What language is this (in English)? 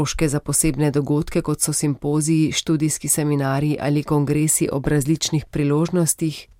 Slovenian